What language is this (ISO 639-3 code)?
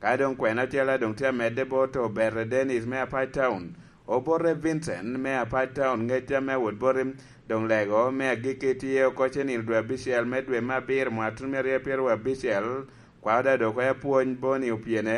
laj